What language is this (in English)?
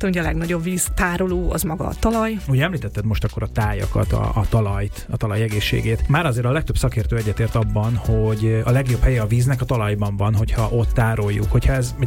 Hungarian